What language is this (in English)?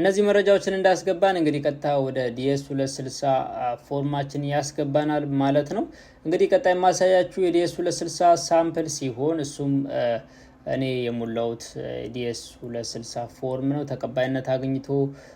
Amharic